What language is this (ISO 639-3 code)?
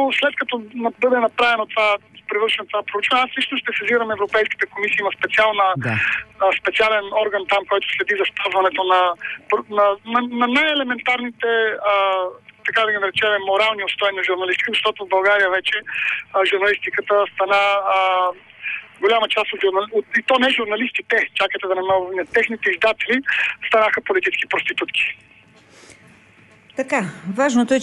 bul